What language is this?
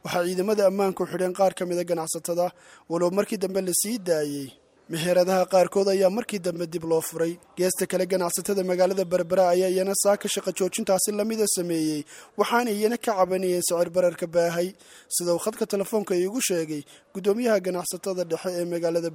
Somali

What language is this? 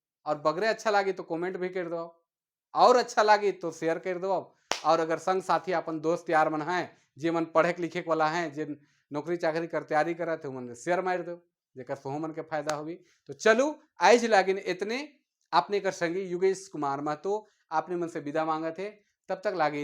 Sadri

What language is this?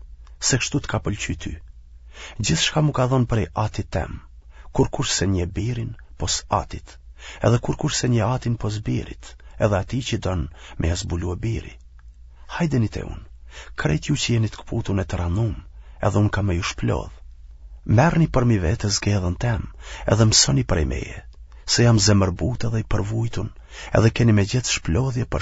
Albanian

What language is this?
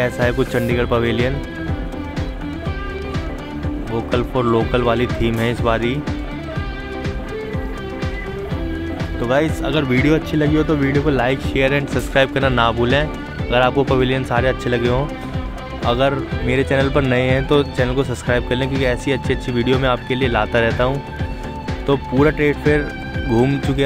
Hindi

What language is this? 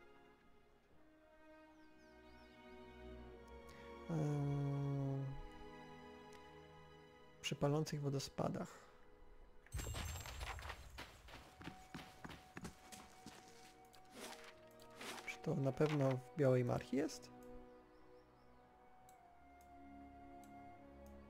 Polish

